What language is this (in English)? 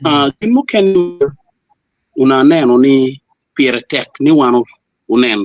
Acoli